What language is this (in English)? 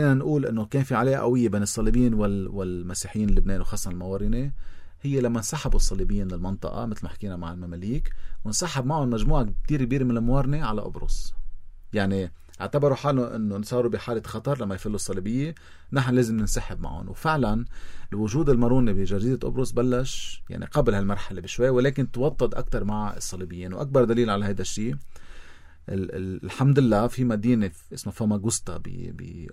North Levantine Arabic